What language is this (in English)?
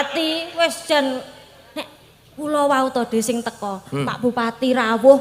Javanese